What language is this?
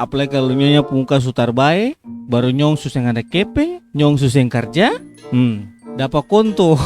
Ambonese Malay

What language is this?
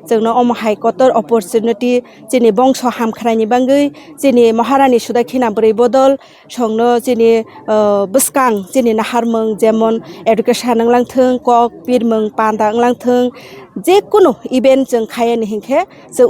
Kok Borok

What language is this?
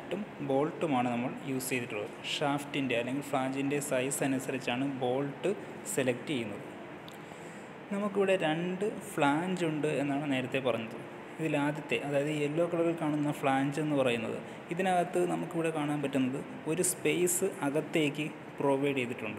Malayalam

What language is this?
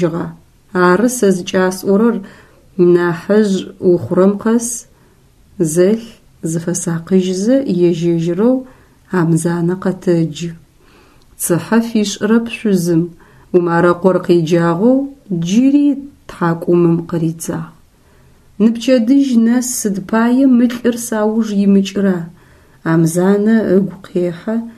Adyghe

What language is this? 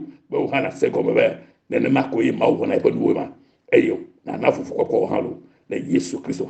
Ewe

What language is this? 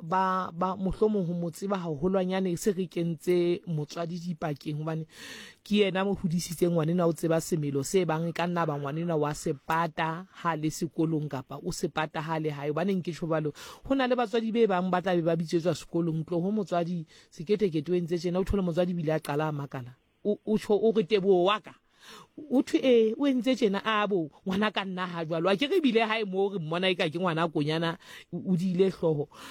Southern Sotho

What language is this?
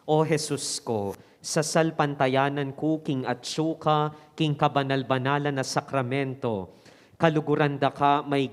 Pampanga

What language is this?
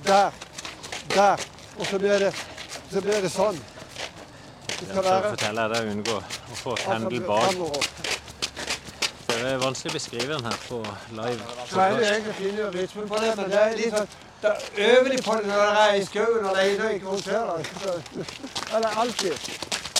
Norwegian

